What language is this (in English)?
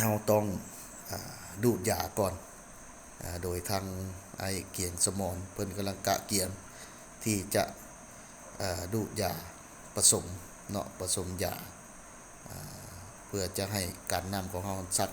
Lao